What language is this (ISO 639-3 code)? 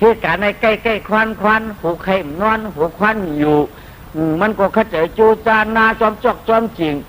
shn